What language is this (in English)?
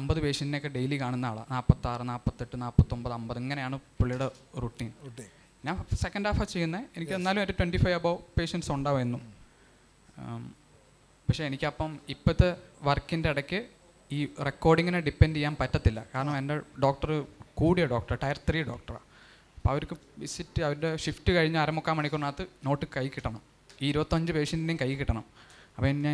Malayalam